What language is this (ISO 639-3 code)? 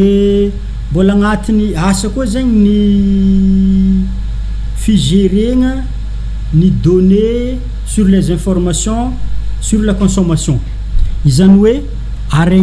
mlg